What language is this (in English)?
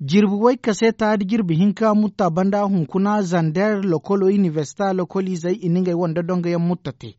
Zarma